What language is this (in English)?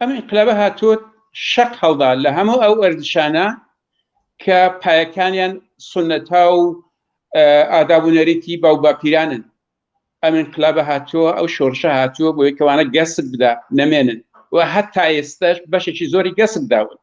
Central Kurdish